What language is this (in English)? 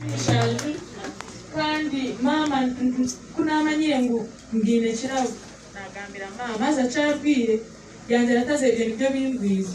Nyankole